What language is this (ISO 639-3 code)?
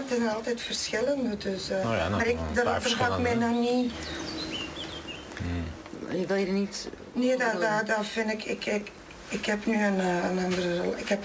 nld